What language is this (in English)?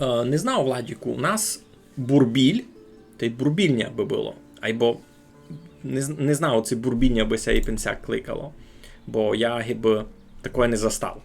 Rusyn